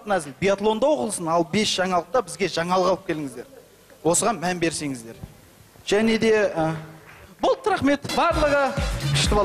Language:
Kazakh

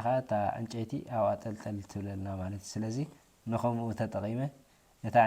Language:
Tigrinya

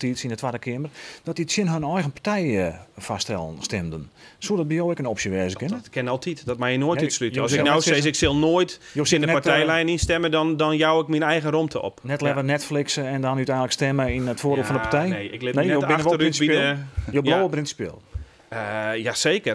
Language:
Western Frisian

